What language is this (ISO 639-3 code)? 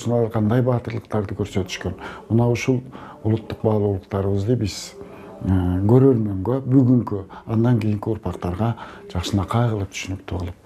kir